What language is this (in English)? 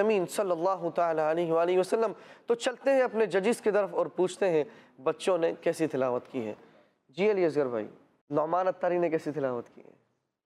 Urdu